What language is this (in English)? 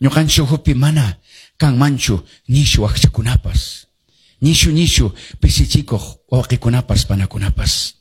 Quechua